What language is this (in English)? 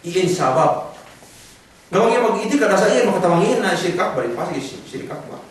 Yakan